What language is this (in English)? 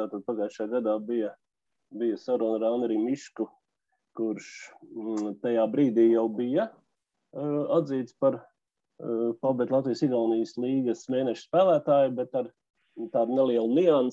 Latvian